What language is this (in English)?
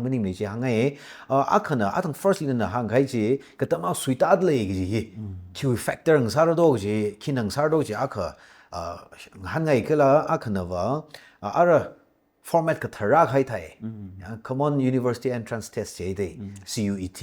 Tangkhul Naga (India)